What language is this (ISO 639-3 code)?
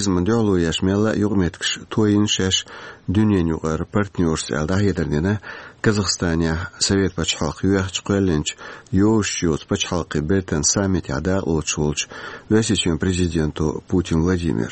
che